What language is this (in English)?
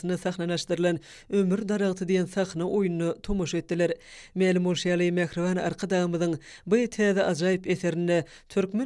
Turkmen